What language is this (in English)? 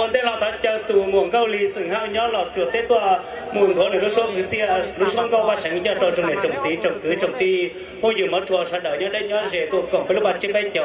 Hmong